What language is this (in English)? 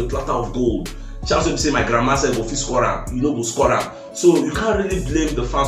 Nigerian Pidgin